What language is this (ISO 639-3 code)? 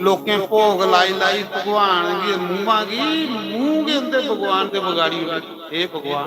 doi